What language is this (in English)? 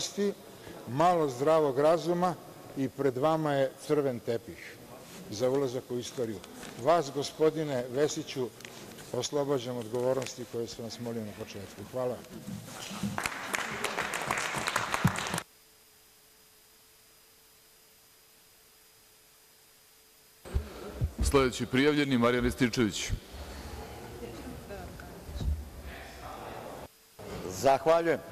Serbian